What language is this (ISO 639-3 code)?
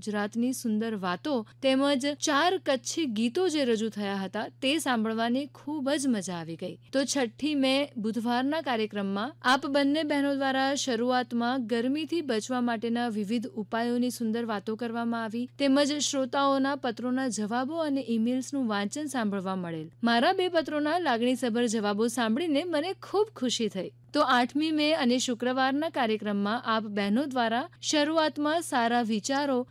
guj